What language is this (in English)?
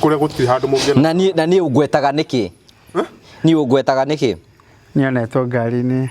Kikuyu